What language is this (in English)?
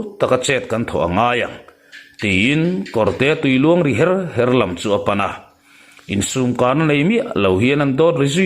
Mizo